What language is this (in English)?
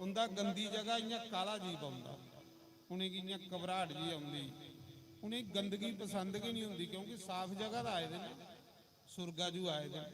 Dogri